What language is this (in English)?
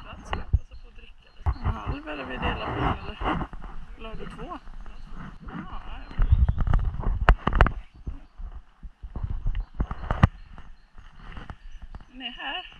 Swedish